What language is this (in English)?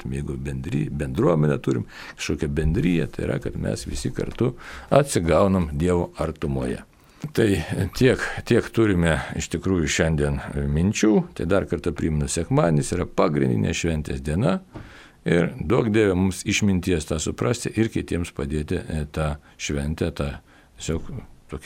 Lithuanian